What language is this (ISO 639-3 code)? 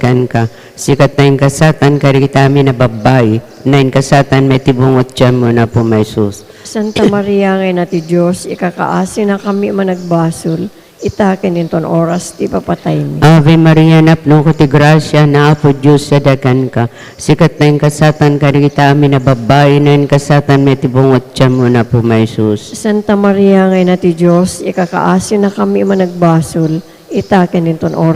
ilo